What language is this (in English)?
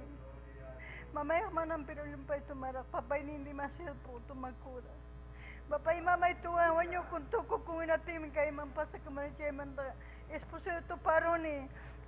Ayacucho Quechua